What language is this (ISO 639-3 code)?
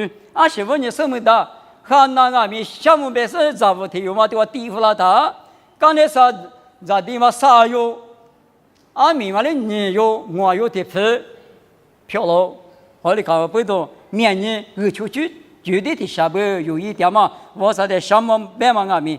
lis